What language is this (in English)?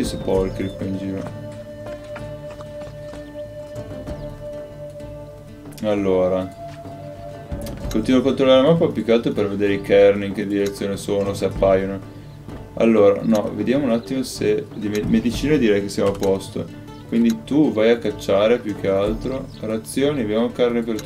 Italian